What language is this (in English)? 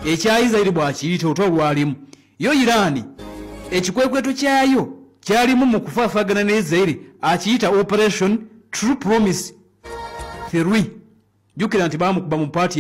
Ganda